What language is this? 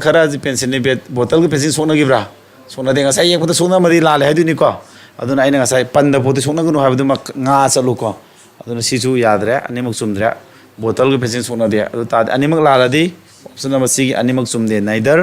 Manipuri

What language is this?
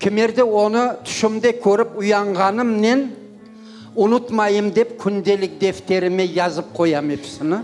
Crimean Tatar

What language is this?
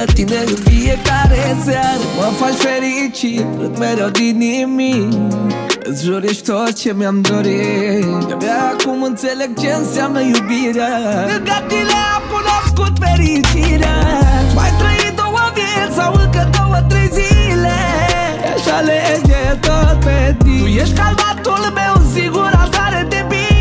Romanian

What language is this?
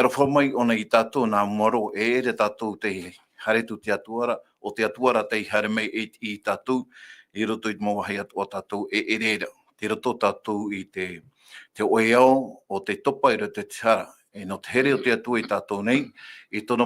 Tahitian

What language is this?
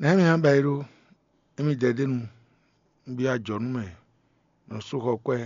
Fon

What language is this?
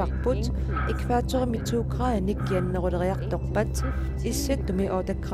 Kalaallisut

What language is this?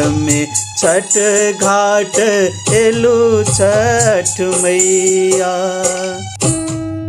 Bhojpuri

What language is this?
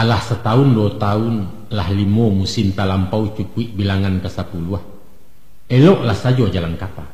Minangkabau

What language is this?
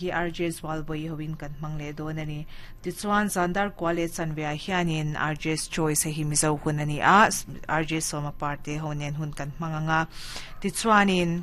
Mizo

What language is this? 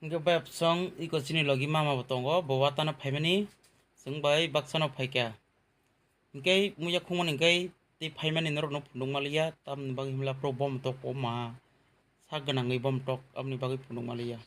Kok Borok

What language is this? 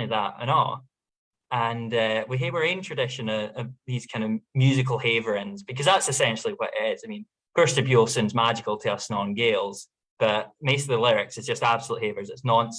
Scots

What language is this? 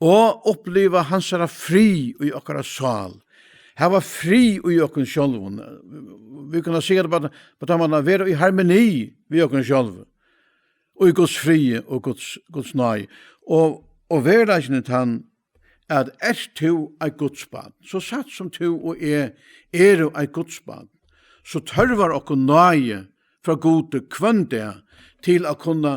Faroese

